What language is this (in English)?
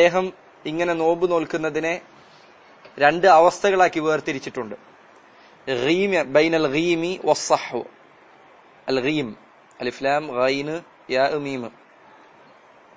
Malayalam